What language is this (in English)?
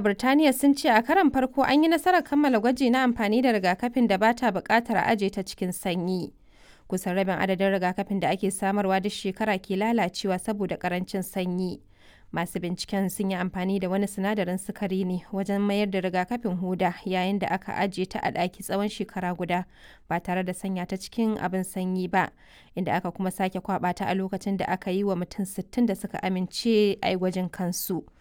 Hausa